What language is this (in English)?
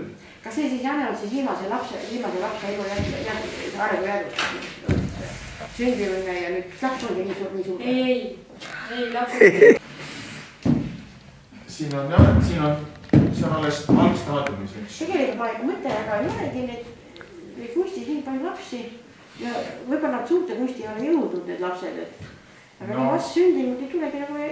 Estonian